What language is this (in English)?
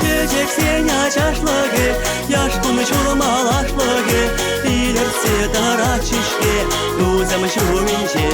Chuvash